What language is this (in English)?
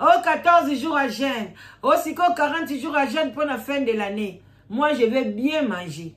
Lingala